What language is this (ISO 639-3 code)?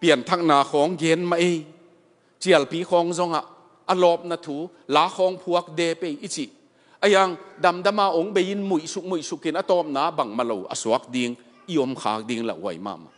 ctd